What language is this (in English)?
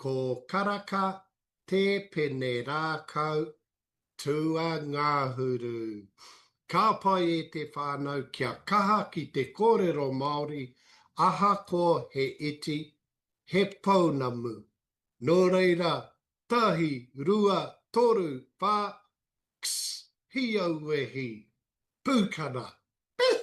Māori